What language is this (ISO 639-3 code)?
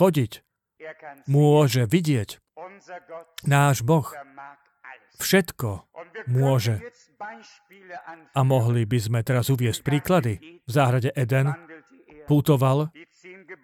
slk